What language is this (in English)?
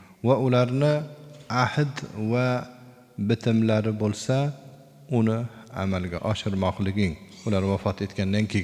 Uzbek